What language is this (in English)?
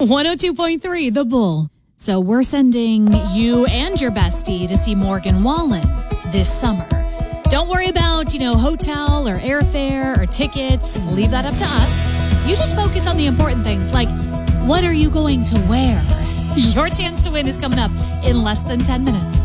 English